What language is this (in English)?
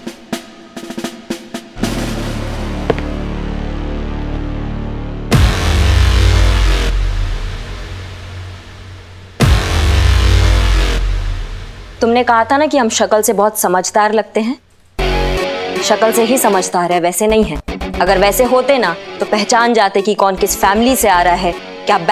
Hindi